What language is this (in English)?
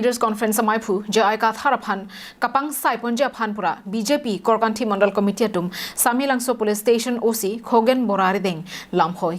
Karbi